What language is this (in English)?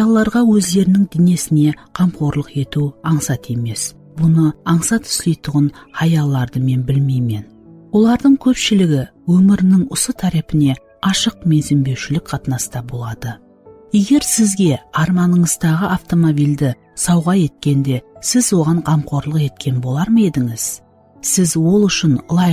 Kara-Kalpak